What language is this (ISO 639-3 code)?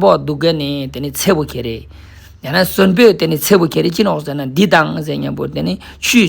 lbj